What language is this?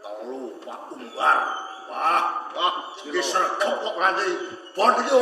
Javanese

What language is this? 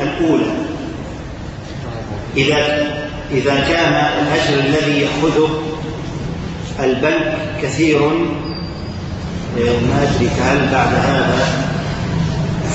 Arabic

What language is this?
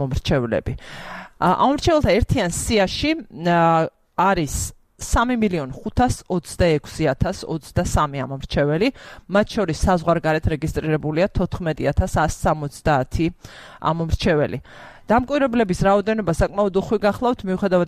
Georgian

